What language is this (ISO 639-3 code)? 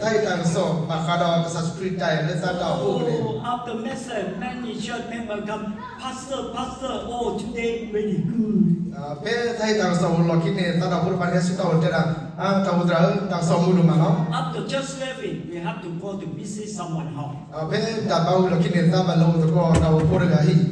ksw